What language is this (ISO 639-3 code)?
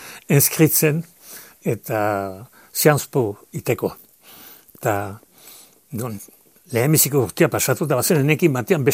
eus